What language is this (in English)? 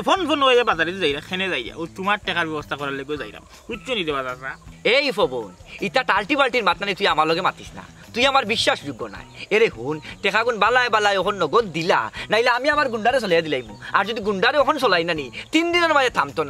Sylheti